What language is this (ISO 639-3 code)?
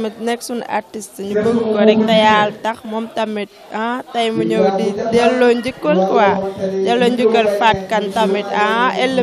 wol